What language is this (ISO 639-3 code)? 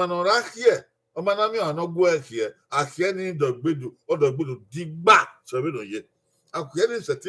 bin